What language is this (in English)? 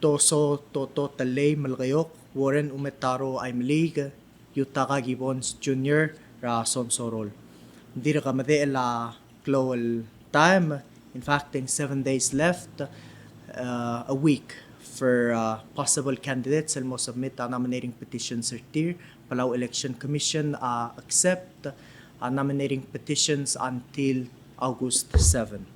Palauan